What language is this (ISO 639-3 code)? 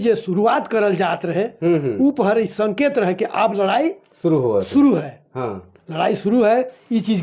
sck